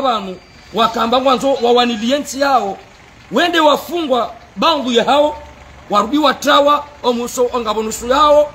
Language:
Swahili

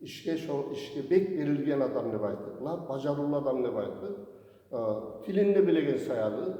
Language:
Kumyk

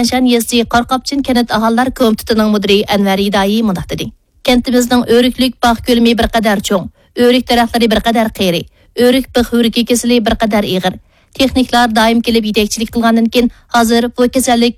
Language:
Uyghur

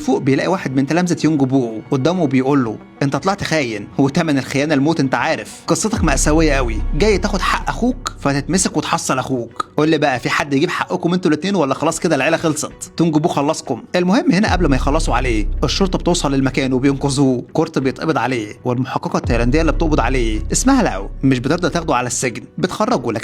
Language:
Egyptian Arabic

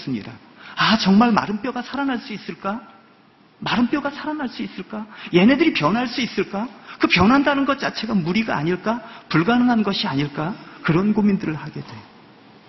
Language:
Korean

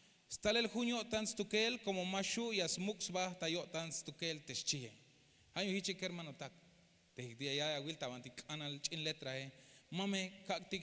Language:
Tzeltal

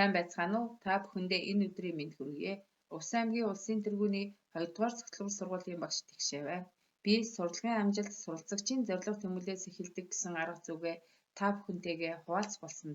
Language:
Mongolian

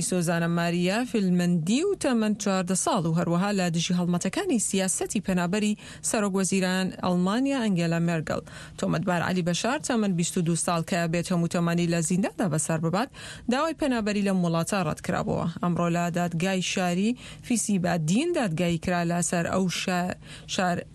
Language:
Central Kurdish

